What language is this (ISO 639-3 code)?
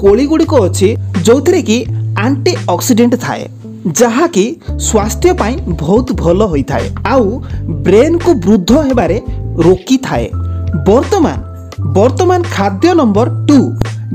ori